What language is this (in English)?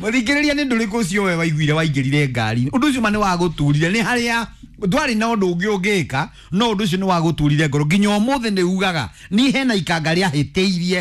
Kikuyu